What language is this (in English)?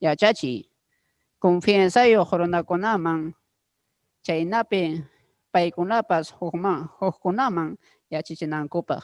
Ayacucho Quechua